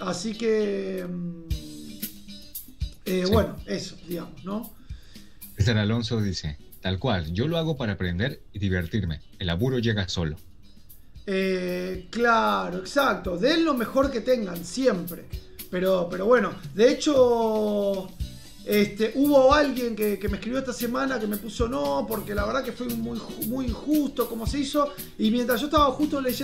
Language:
Spanish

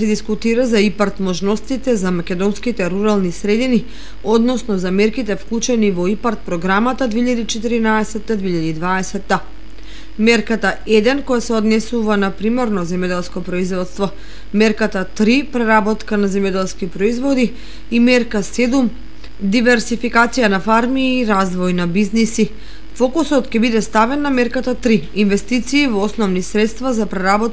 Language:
Macedonian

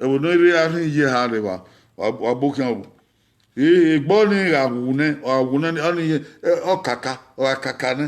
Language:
Bini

